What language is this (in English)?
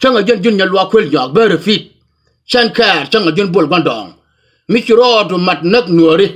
Nuer